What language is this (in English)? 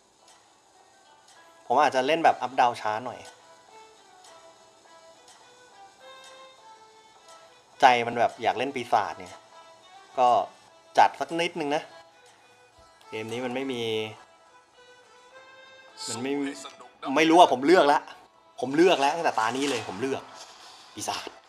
Thai